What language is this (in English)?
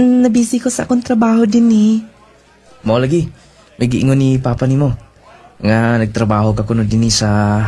Cebuano